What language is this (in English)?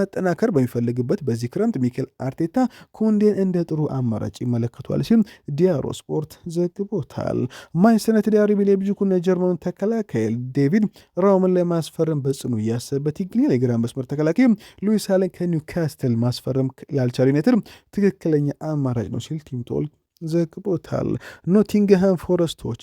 Amharic